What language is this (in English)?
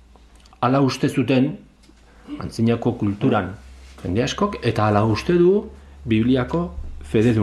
Basque